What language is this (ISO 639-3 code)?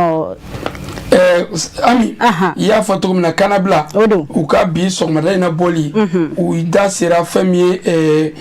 bam